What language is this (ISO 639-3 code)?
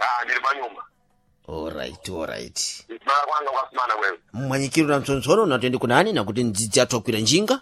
seh